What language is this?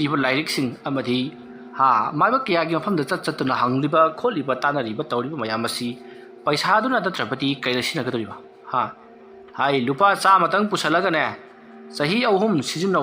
Manipuri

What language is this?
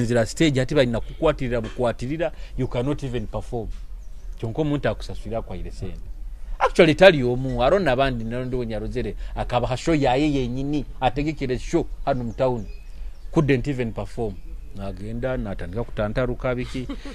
Nyoro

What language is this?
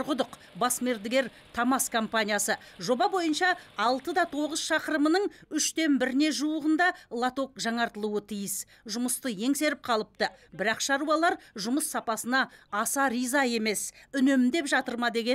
Kazakh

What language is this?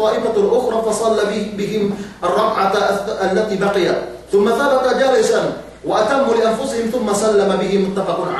Yakan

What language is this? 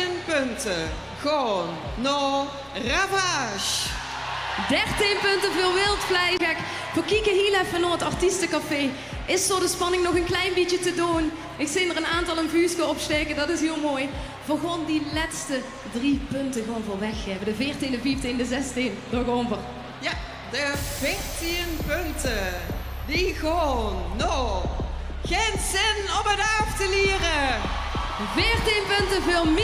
Limburgish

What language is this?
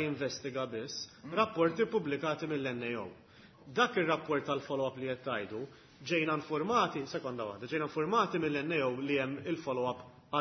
Maltese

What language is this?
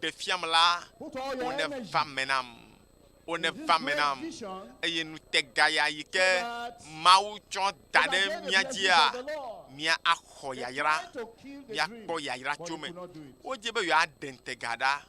Ewe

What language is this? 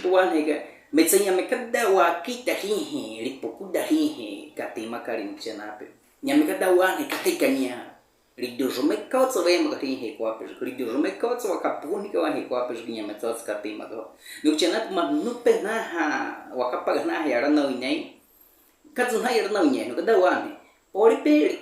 Baniwa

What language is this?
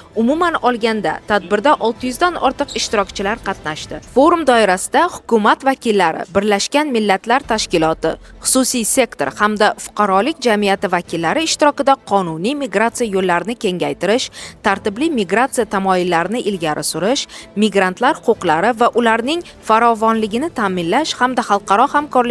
Uzbek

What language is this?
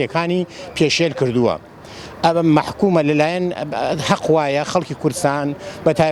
Central Kurdish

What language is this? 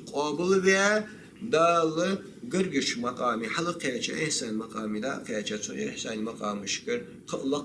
Ingush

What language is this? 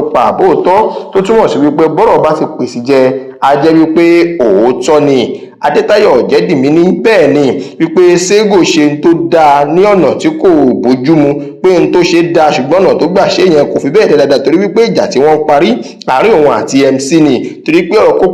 Yoruba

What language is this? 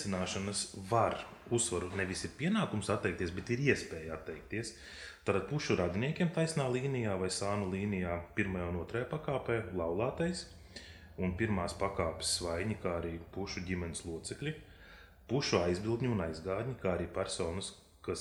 Latvian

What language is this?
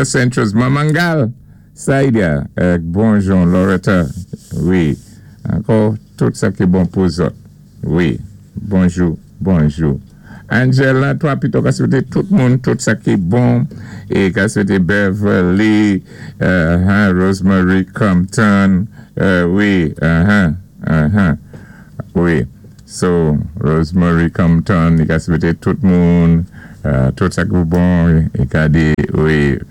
Saint Lucian Creole French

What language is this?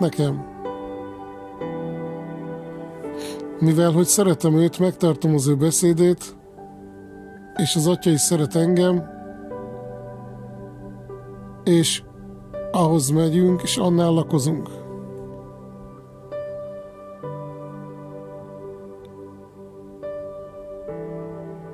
Hungarian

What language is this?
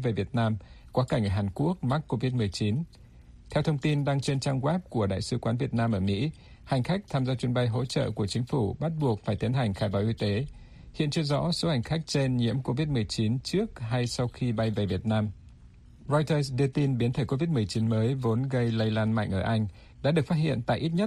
Vietnamese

